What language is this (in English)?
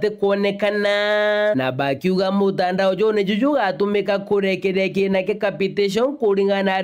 Meru